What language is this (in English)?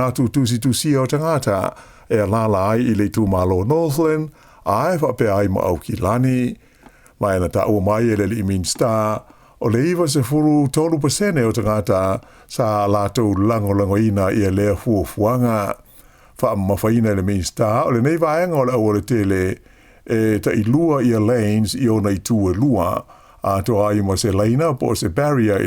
Samoan